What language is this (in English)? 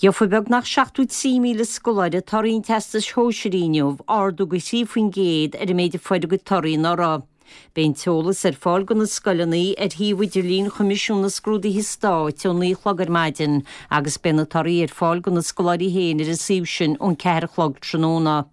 Irish